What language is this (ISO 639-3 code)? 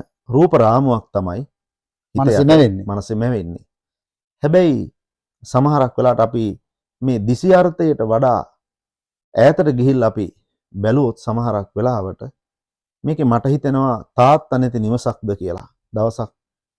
sin